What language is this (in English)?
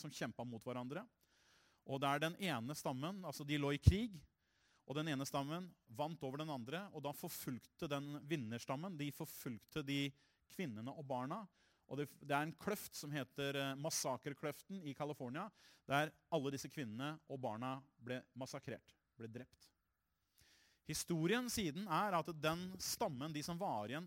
Norwegian